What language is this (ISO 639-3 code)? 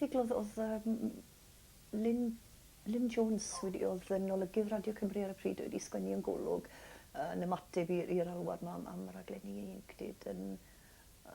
cym